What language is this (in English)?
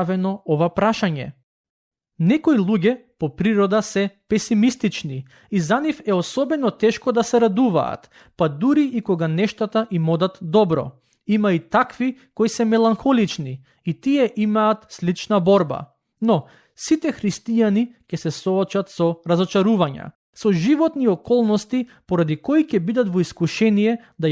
Macedonian